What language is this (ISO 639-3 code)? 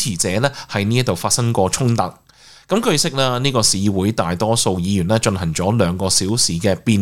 yue